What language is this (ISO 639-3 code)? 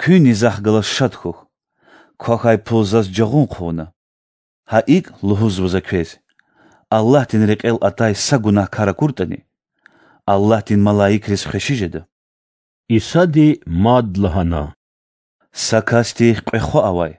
lez